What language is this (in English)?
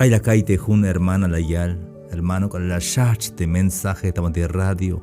Tzeltal